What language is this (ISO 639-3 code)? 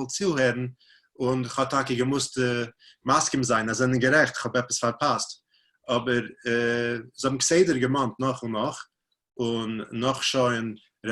yid